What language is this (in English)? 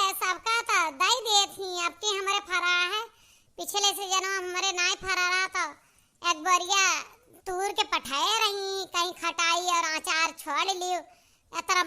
Awadhi